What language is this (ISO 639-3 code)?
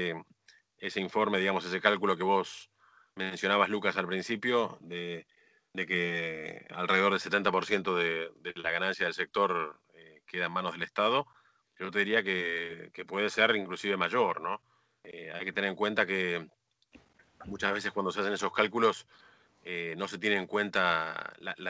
spa